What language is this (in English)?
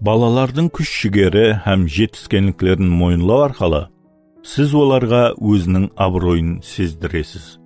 Kara-Kalpak